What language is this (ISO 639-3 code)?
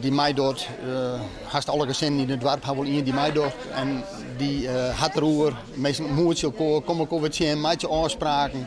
fry